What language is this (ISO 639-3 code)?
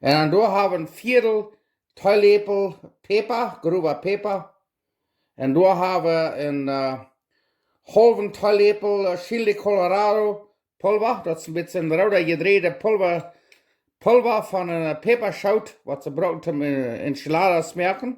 pdt